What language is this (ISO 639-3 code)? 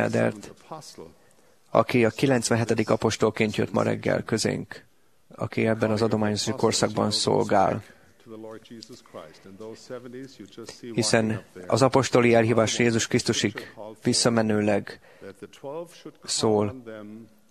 hun